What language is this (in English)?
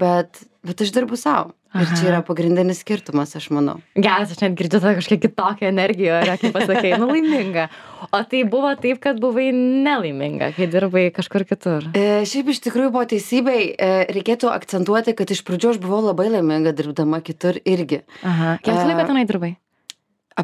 Lithuanian